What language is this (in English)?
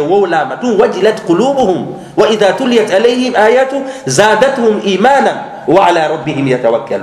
Fula